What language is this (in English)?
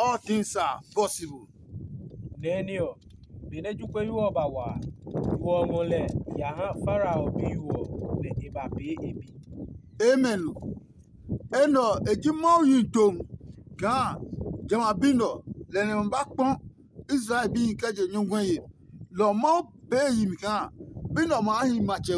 Adangme